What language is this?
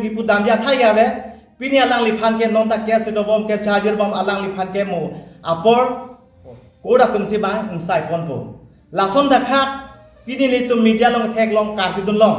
Karbi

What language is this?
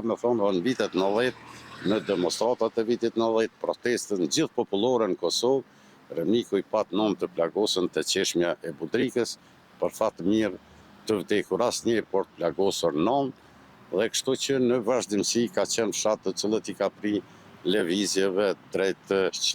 Albanian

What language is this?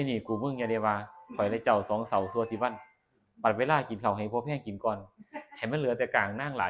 Northeastern Thai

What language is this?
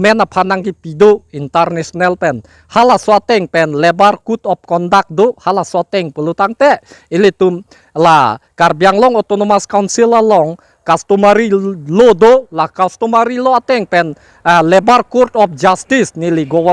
Karbi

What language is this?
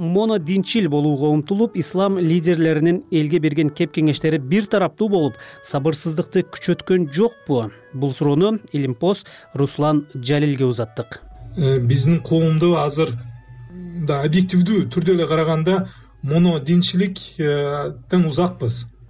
Kyrgyz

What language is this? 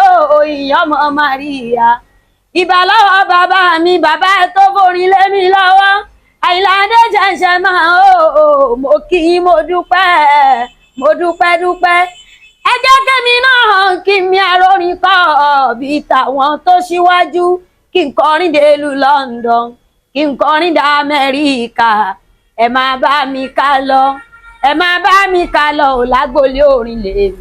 Yoruba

